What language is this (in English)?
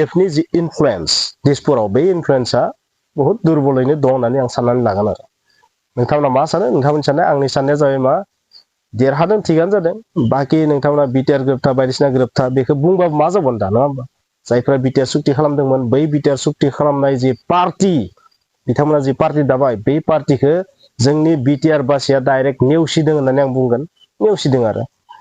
Bodo